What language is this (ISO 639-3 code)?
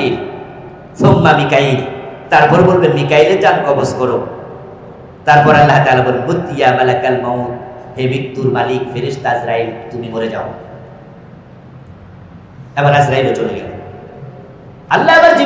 ben